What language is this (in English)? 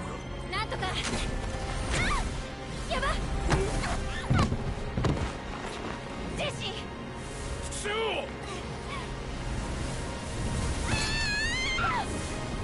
Japanese